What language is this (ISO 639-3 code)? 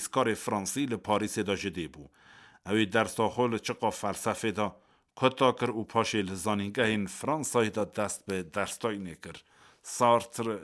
kur